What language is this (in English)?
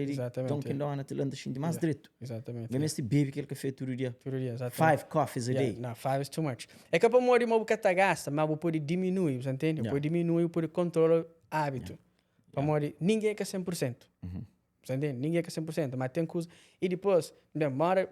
Kabuverdianu